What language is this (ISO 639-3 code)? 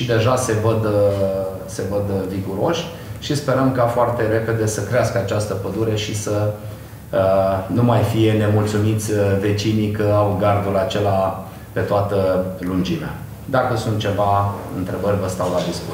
ron